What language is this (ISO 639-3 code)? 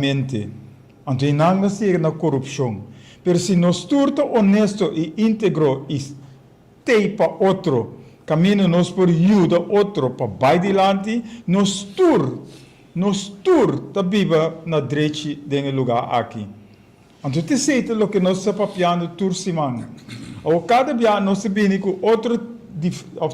pap